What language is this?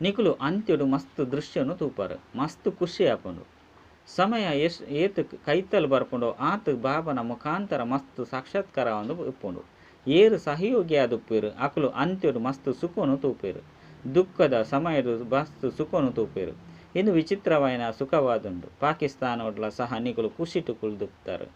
Tulu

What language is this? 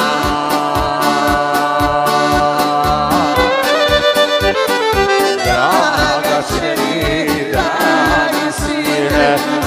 Croatian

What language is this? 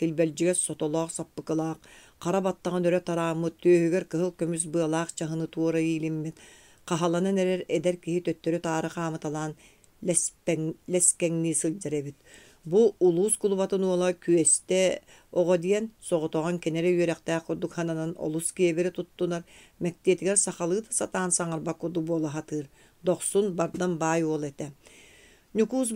Yakut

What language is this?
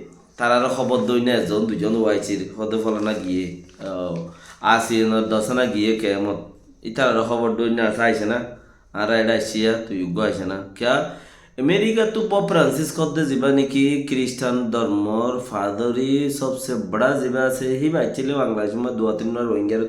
Rohingya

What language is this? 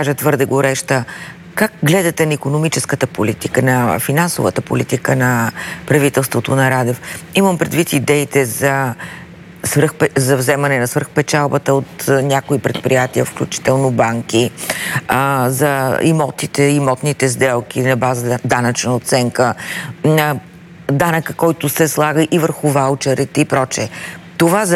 Bulgarian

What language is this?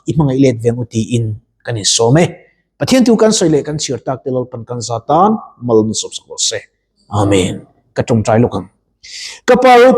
Mizo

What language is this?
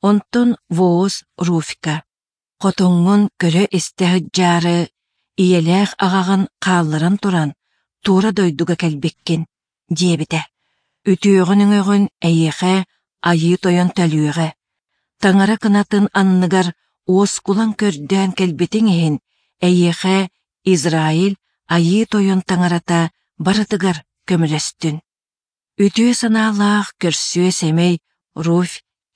Yakut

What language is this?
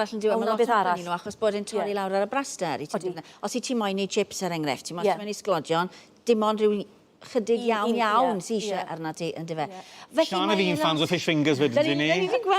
Welsh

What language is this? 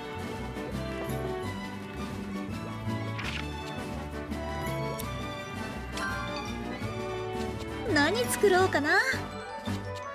Japanese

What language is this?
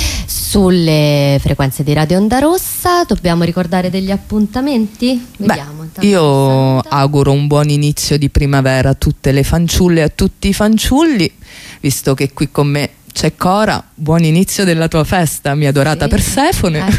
Italian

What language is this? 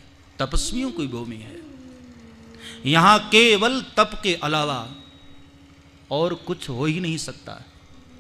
Hindi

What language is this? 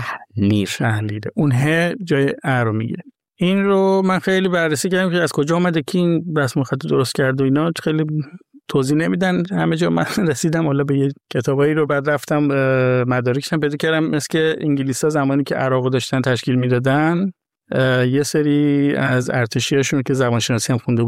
Persian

